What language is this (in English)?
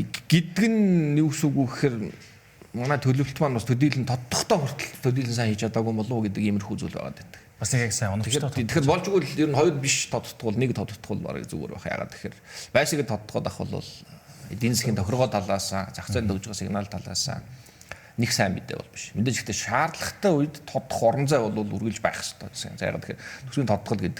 Mongolian